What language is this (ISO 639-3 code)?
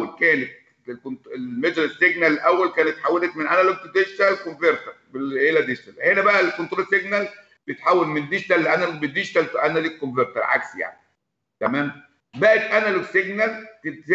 arz